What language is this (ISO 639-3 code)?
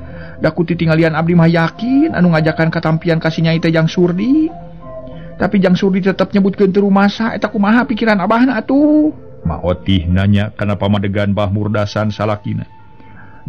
sun